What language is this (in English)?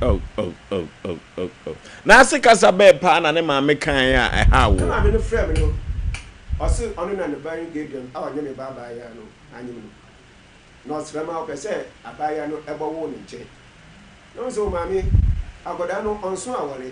Akan